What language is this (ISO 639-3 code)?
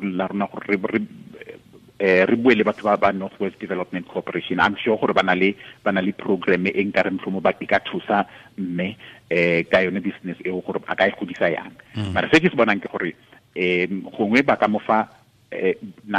tsn